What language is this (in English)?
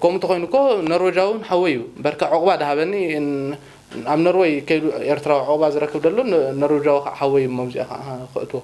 Tigrinya